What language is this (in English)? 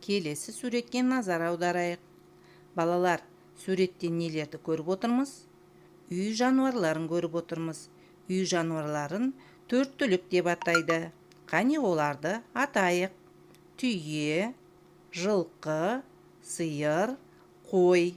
Kazakh